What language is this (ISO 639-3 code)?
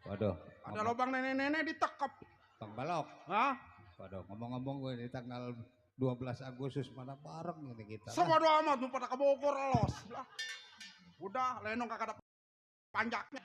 bew